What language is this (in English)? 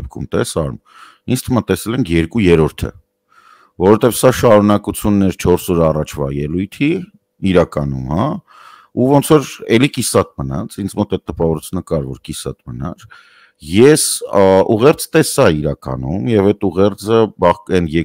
Armenian